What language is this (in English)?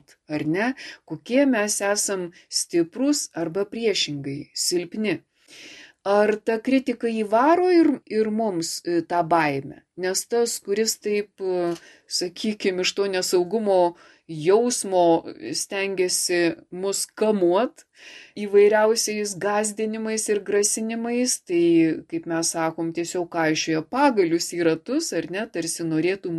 Lithuanian